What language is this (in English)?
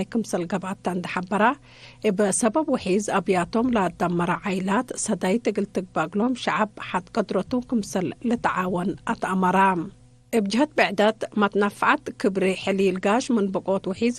Tigre